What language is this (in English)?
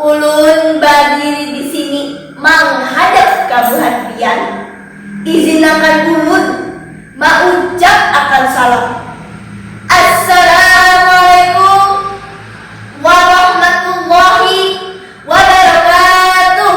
Banjar